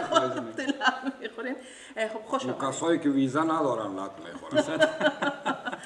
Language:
Persian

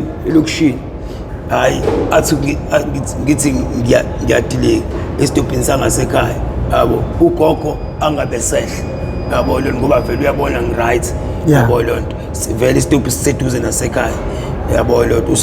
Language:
Zulu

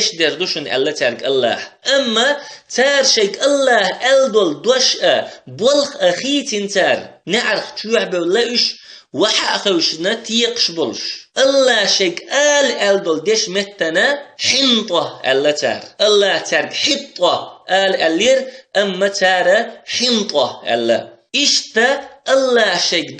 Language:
Chechen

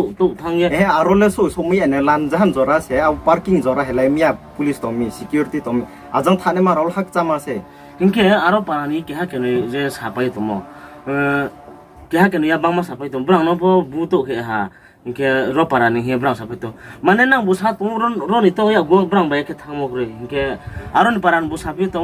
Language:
Riang (India)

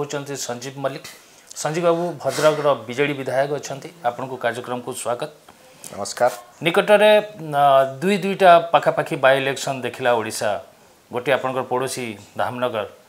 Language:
Odia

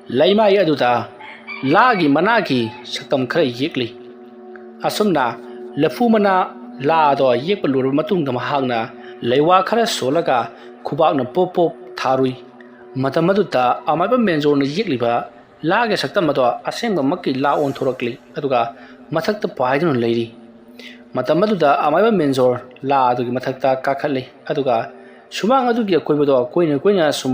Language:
Manipuri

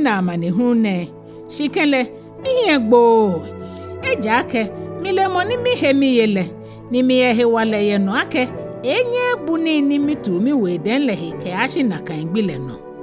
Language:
Ga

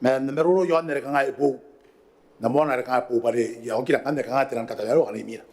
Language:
Gilbertese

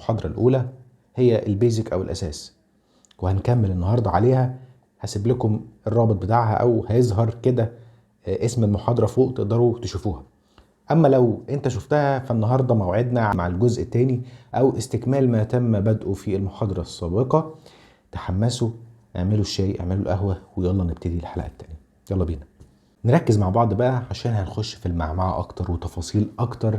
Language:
Egyptian Arabic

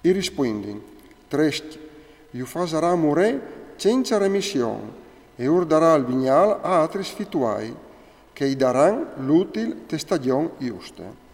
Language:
Friulian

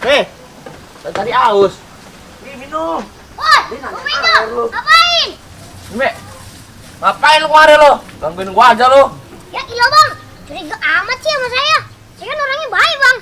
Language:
Betawi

